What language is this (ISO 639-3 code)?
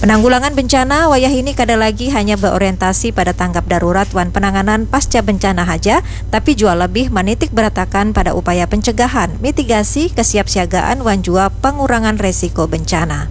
bjn